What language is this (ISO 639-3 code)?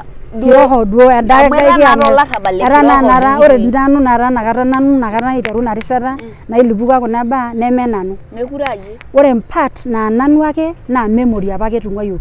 mas